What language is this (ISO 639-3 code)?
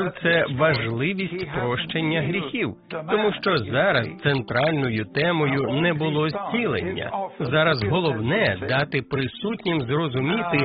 ukr